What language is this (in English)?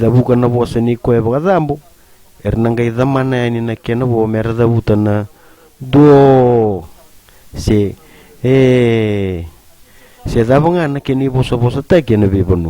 Fijian